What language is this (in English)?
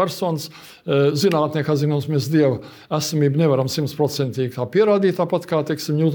Latvian